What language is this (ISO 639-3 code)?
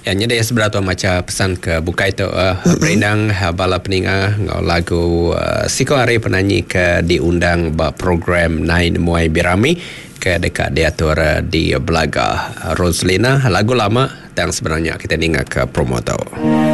iba